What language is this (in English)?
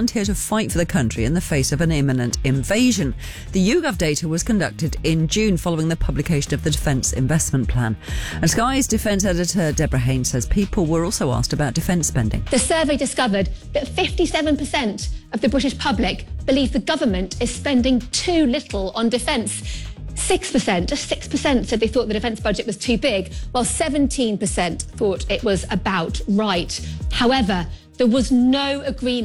English